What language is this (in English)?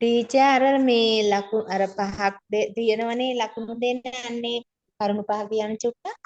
Sinhala